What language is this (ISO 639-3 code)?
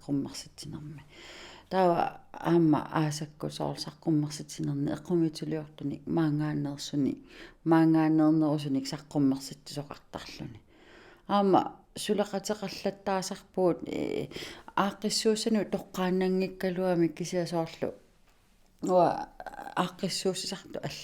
kal